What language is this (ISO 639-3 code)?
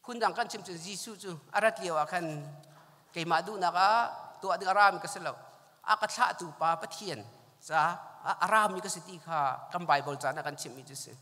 cnh